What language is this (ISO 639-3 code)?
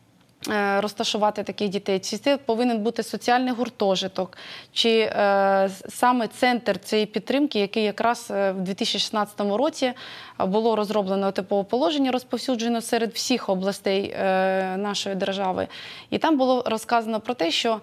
ukr